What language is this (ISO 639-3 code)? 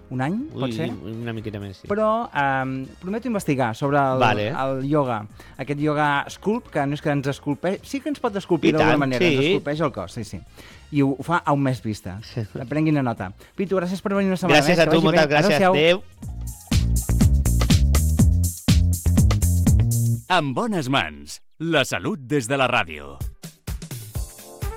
cat